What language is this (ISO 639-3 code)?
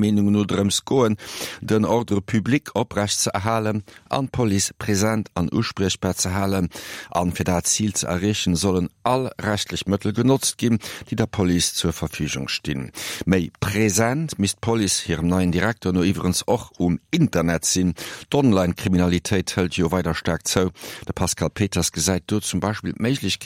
ltz